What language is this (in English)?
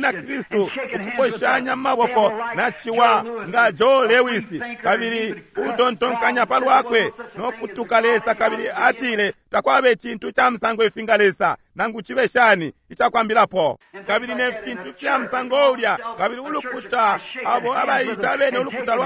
Bemba